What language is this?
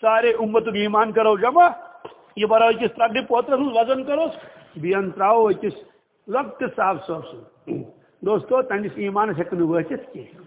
Kashmiri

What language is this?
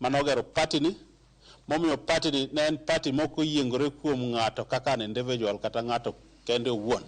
Luo (Kenya and Tanzania)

